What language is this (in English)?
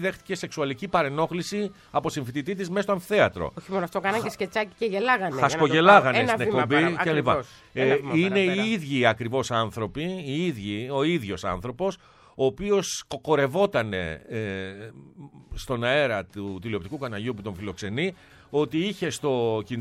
Greek